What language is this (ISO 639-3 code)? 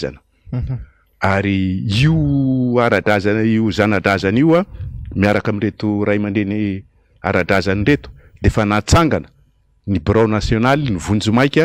mlg